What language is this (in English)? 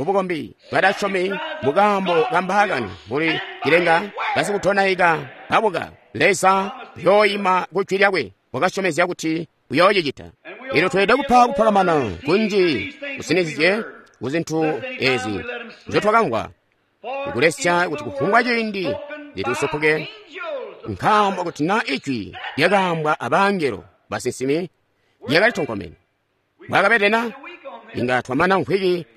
Tonga (Zambia)